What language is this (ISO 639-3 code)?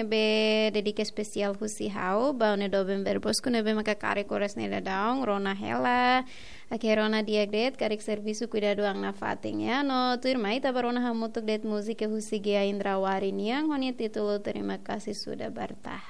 tet